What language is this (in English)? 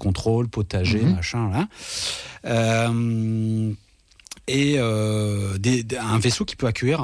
French